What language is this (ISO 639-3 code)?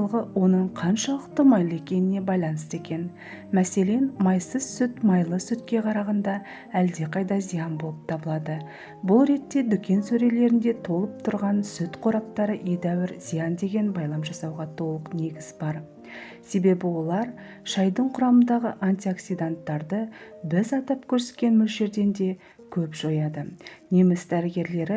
kaz